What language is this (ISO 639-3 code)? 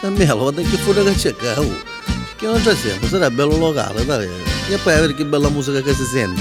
nap